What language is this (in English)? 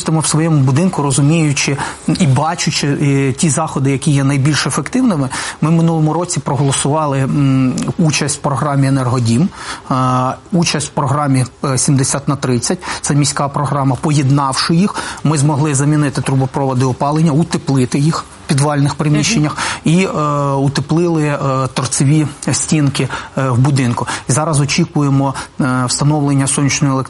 Ukrainian